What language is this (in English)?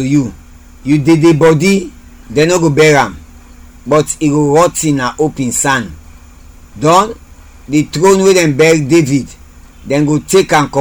Krio